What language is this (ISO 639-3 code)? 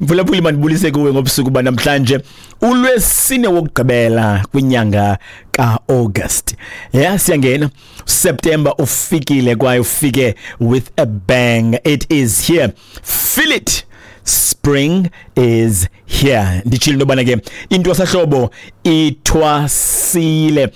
xho